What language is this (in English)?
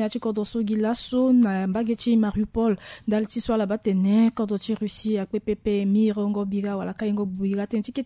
Sango